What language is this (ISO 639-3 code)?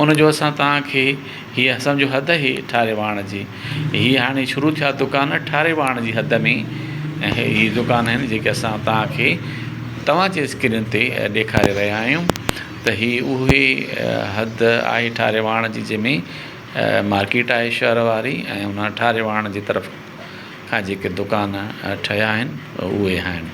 snd